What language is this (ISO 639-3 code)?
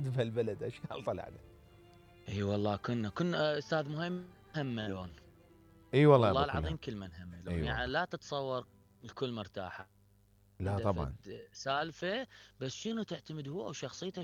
acm